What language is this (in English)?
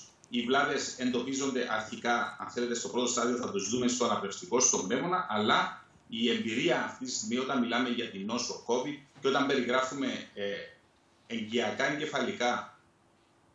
Greek